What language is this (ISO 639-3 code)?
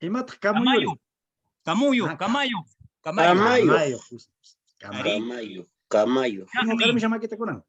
que